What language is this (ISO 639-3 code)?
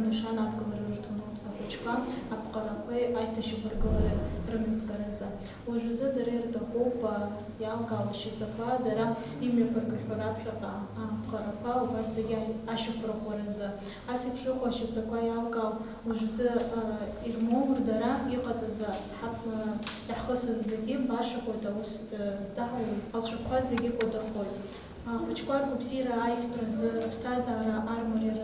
abk